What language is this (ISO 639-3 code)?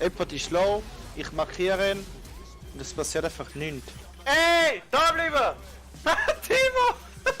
gsw